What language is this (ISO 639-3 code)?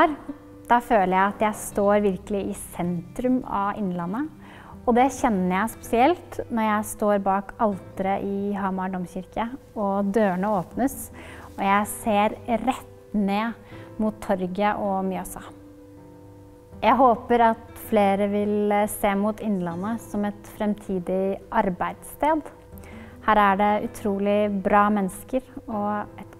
nor